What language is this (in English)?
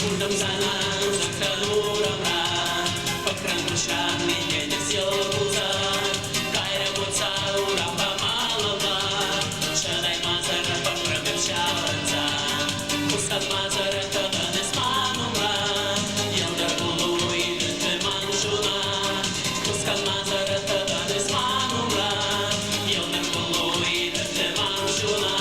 Chuvash